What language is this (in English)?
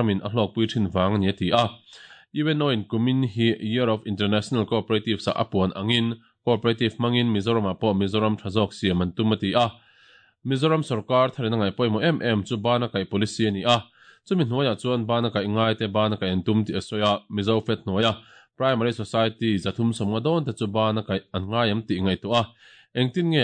Mizo